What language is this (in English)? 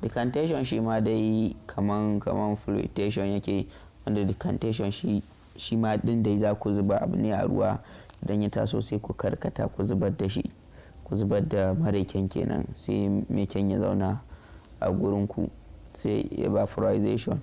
Hausa